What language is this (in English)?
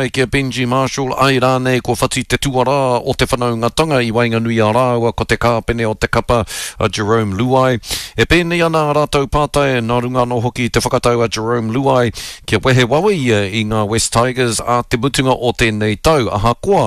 Māori